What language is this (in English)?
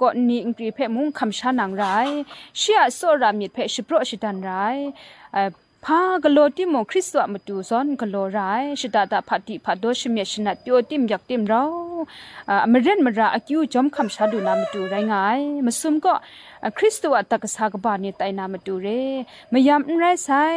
Kachin